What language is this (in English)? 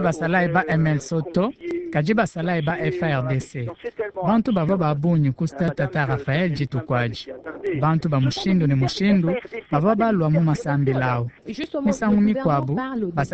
Luba-Lulua